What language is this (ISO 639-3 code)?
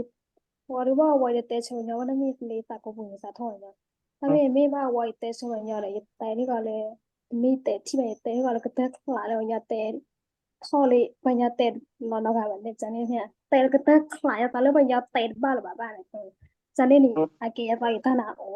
ksw